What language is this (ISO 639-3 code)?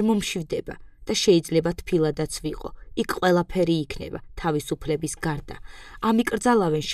kat